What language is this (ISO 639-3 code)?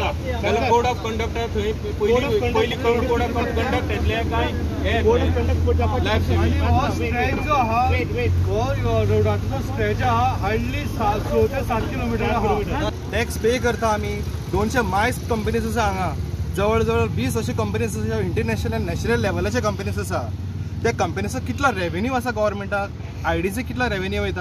kok